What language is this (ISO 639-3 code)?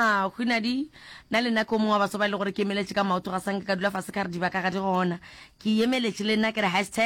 nso